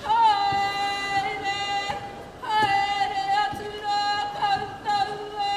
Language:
Māori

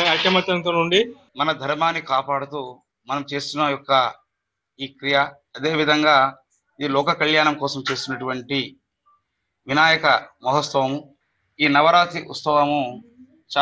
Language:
Telugu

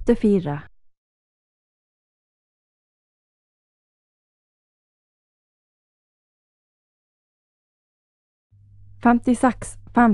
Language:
Norwegian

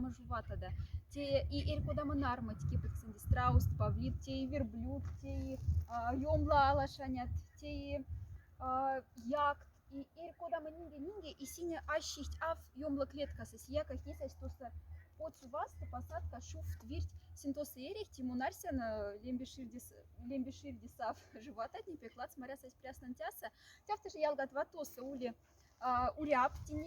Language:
Moksha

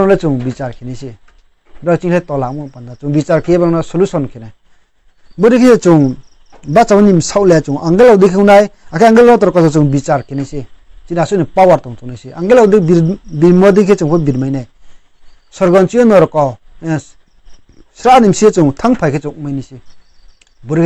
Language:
Riang (India)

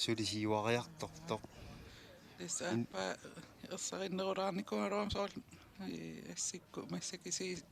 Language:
Kalaallisut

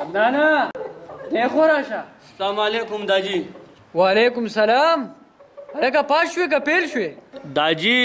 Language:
Pashto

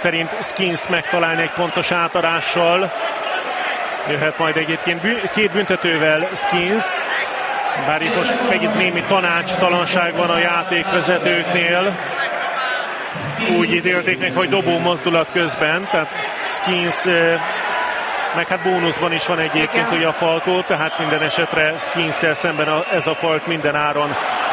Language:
Hungarian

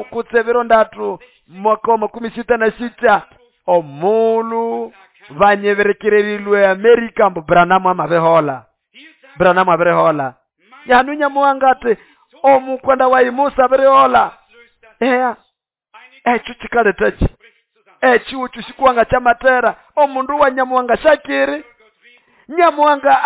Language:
Nande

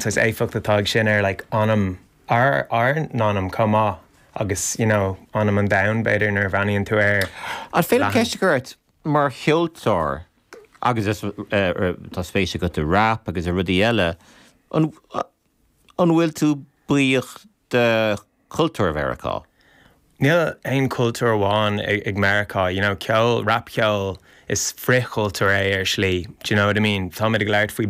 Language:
Irish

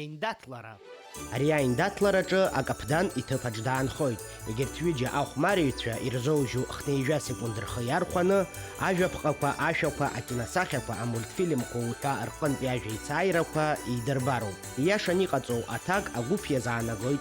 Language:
Abkhazian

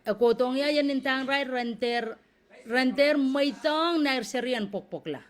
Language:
Pohnpeian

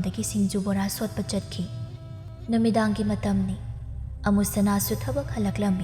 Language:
Manipuri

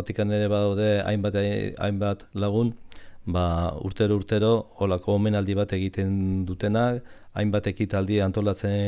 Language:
Basque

